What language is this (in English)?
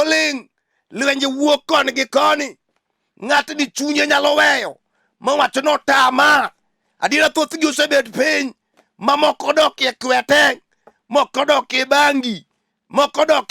Luo (Kenya and Tanzania)